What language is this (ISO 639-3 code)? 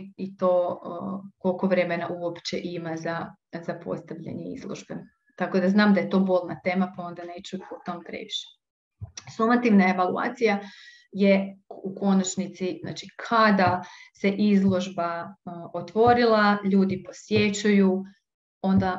hrv